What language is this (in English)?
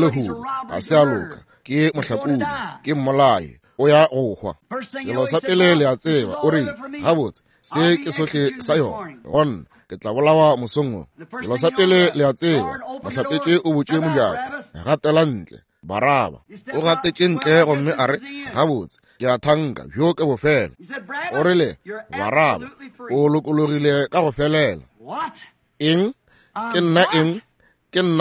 Northern Sotho